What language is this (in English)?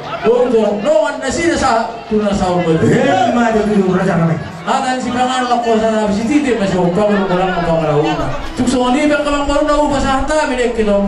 Batak Toba